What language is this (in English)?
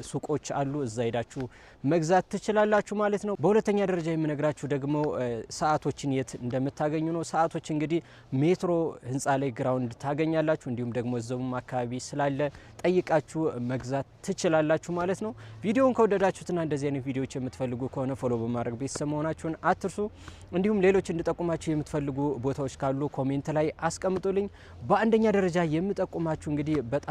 Amharic